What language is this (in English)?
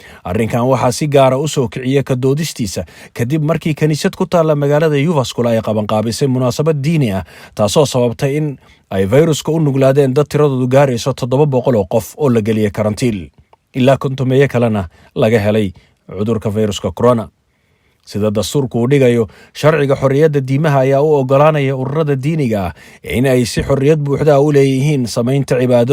Somali